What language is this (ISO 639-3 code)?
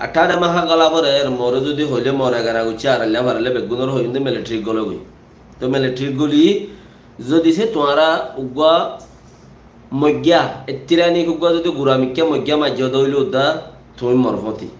rhg